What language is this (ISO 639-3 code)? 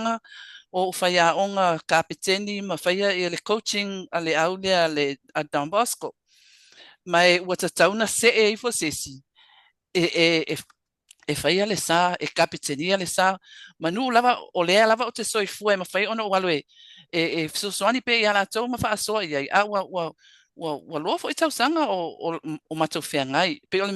smo